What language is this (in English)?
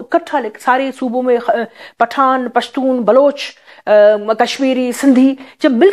Urdu